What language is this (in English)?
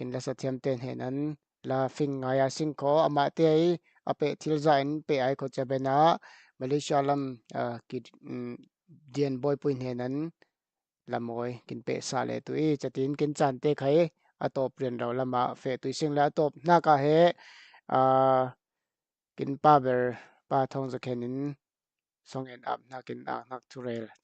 Falam Chin